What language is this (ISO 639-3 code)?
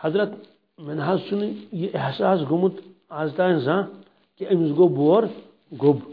kas